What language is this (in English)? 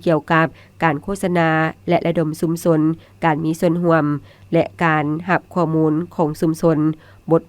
Lao